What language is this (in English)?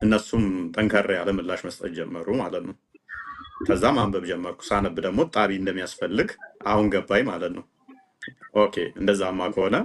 Amharic